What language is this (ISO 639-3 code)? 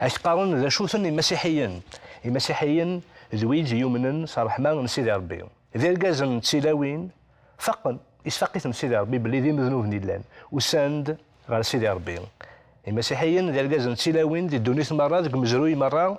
kab